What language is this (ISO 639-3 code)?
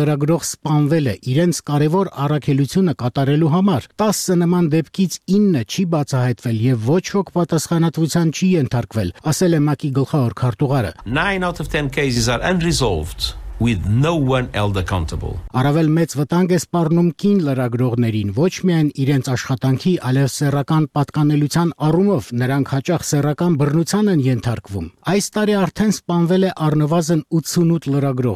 hye